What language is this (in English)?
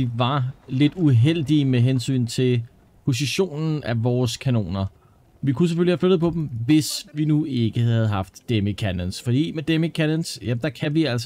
Danish